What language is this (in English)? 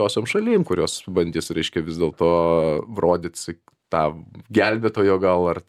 Lithuanian